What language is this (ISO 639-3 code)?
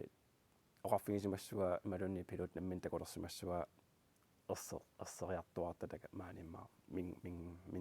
kal